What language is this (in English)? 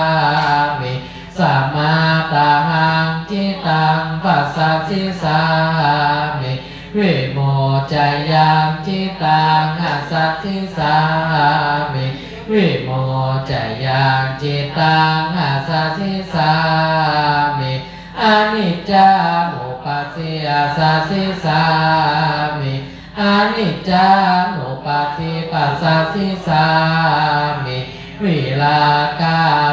Pali